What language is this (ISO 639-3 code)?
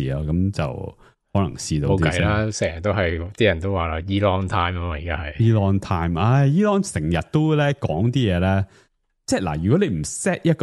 yue